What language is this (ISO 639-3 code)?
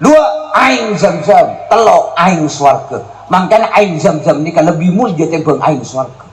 mad